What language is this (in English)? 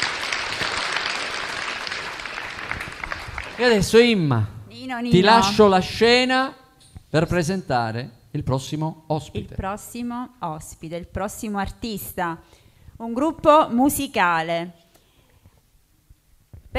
Italian